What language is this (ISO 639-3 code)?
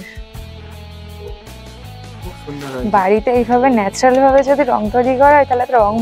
ben